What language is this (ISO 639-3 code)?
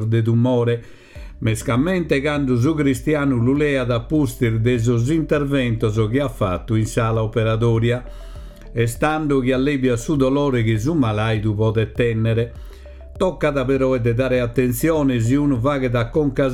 srd